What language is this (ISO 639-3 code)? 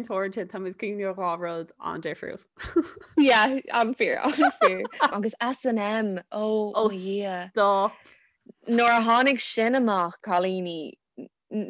gle